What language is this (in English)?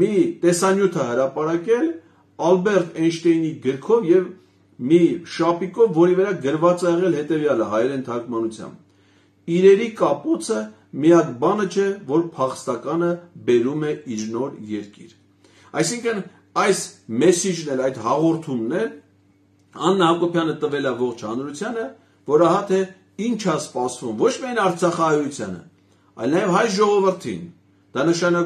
Armenian